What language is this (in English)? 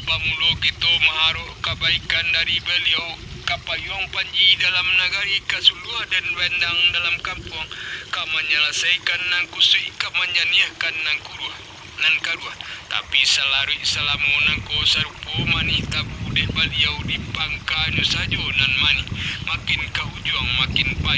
Minangkabau